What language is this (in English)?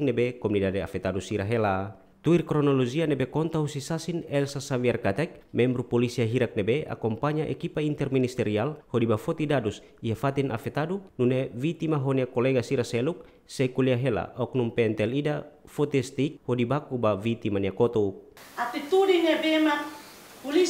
Tetum